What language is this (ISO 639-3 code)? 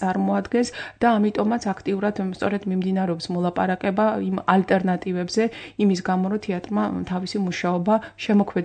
kat